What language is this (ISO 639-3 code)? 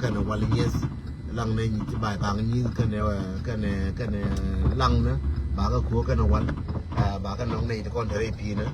nus